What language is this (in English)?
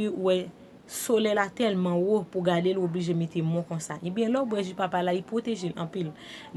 Haitian Creole